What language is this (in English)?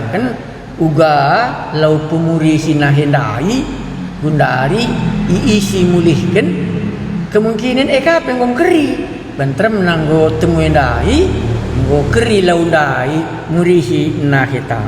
Batak Karo